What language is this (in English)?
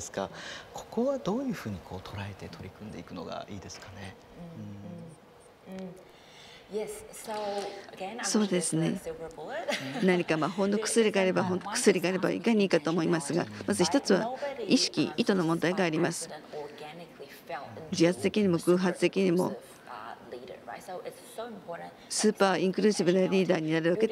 Japanese